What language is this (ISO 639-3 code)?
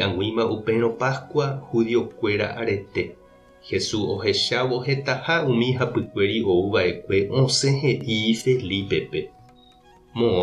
grn